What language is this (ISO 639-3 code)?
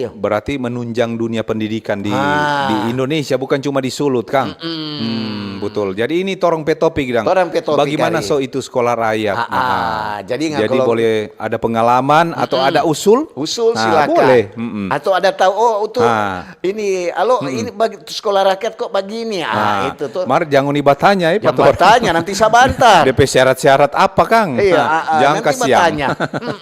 xmm